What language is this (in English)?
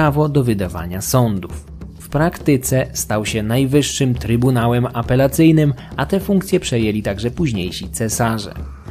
Polish